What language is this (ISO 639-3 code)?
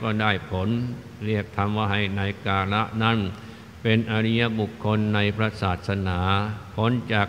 tha